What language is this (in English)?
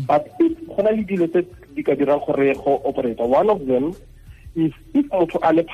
Tswana